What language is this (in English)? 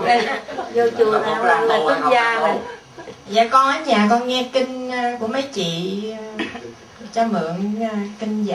Vietnamese